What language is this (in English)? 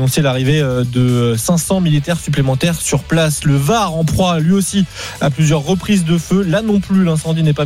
French